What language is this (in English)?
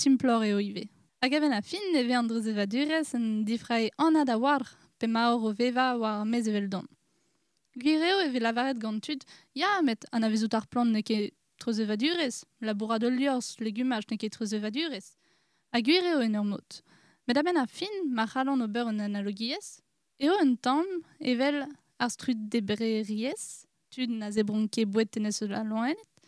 Breton